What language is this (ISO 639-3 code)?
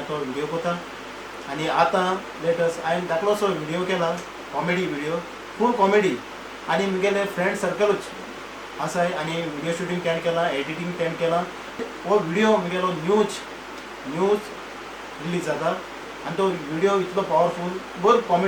kok